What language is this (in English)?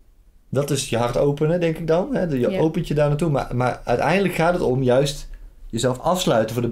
Dutch